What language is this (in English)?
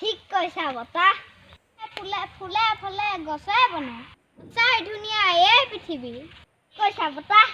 Assamese